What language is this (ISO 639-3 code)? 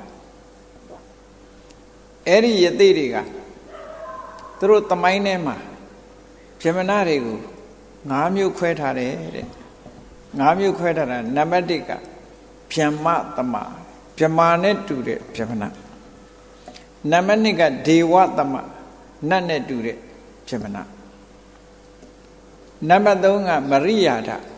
mya